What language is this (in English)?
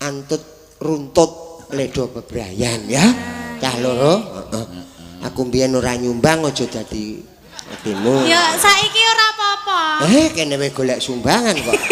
Javanese